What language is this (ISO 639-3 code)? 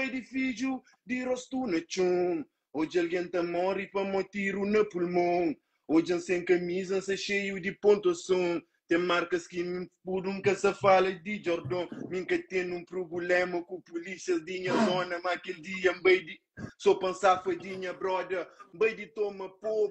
kea